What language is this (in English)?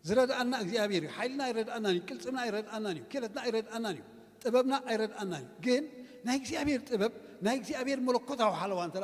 Tigrinya